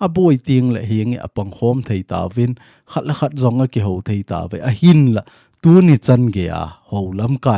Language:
Thado Chin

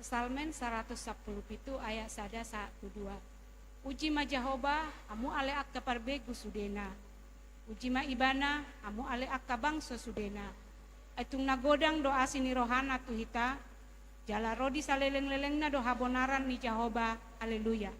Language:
Batak Toba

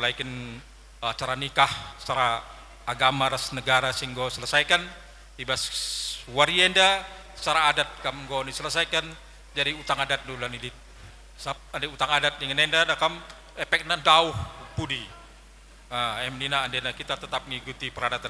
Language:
Batak Karo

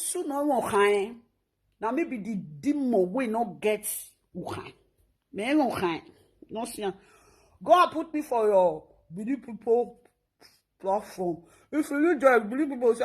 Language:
Nigerian Pidgin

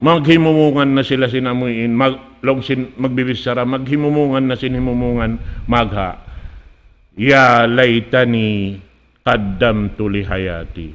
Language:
Tausug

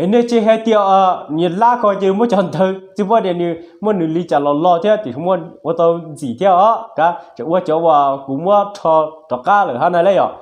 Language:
Hmong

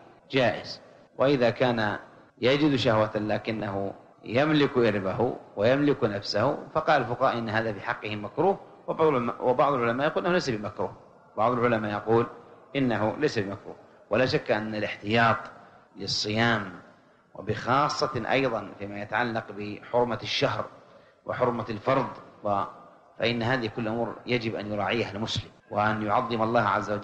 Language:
Arabic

